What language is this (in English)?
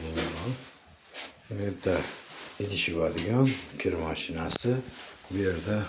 Uzbek